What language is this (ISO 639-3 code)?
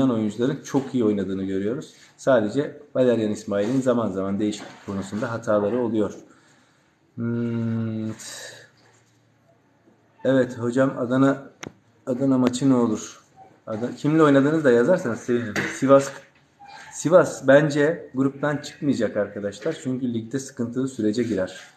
tur